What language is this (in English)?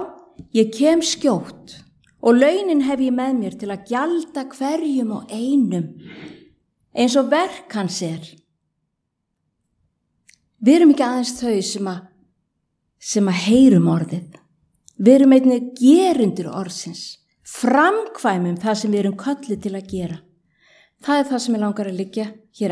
Icelandic